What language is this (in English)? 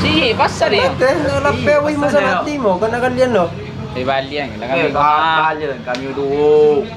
Minangkabau